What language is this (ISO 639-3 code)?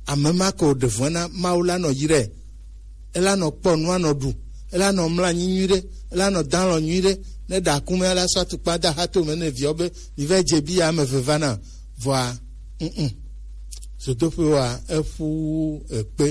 gej